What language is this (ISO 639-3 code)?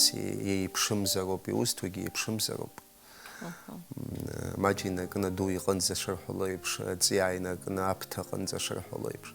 abk